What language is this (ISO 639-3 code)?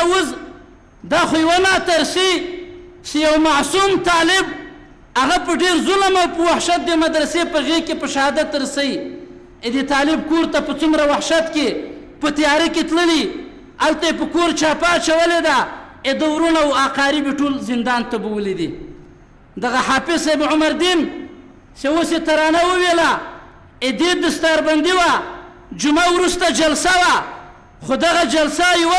pus